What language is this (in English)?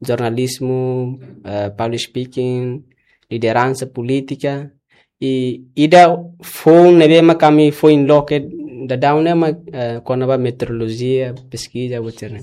Tetum